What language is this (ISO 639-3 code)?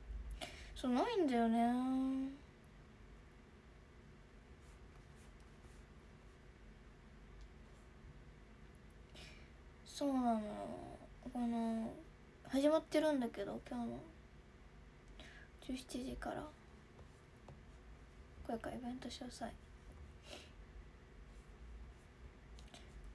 jpn